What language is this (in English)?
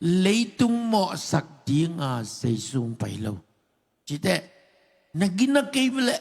Tedim Chin